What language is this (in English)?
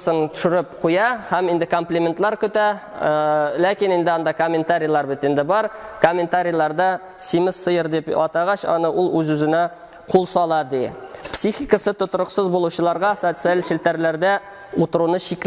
Tatar